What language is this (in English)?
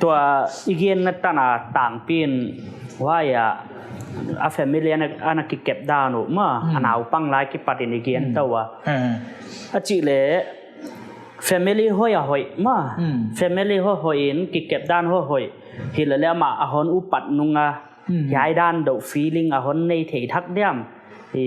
Paite Chin